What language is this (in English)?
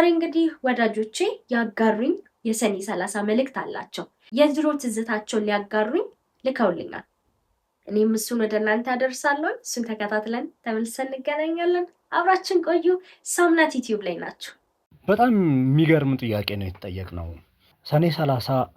Amharic